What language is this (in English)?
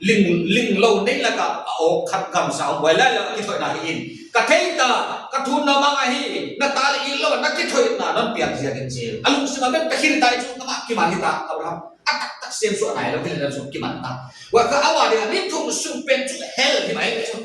Paite Chin